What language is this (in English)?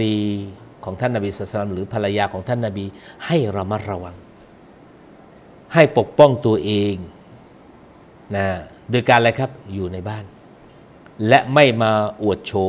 Thai